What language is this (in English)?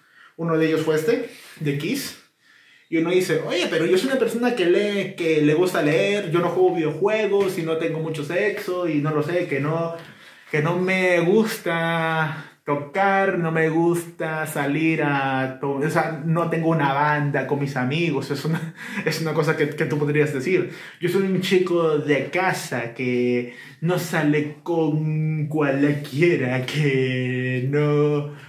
Spanish